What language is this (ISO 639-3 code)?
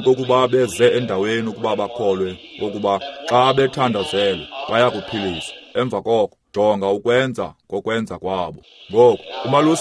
xho